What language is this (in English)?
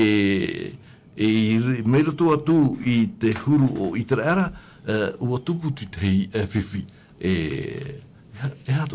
Tahitian